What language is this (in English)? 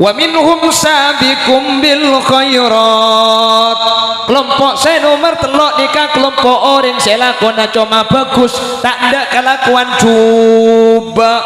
Madurese